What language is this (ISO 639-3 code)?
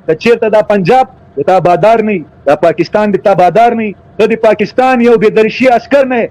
pus